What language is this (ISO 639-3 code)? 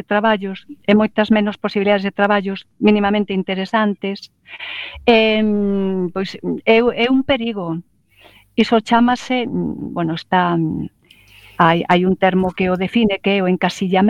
glg